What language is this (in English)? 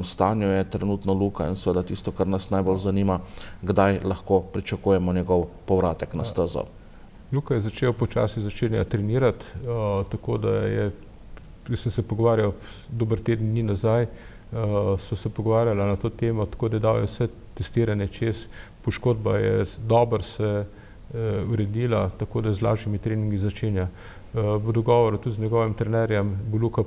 Slovenian